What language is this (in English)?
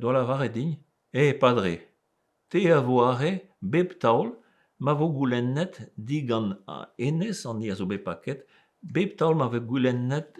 Breton